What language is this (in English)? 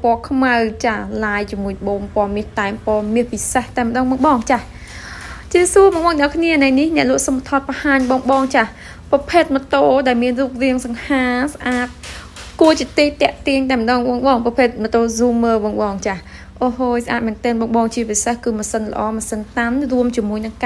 Khmer